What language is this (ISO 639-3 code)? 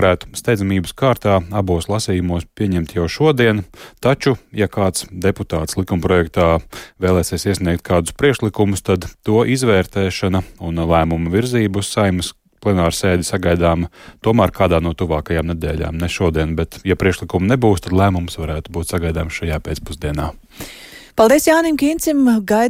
lav